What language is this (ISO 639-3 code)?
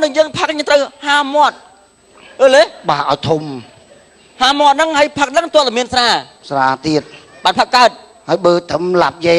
khm